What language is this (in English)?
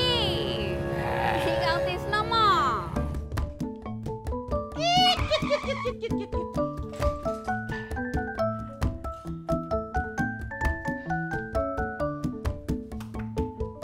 Betawi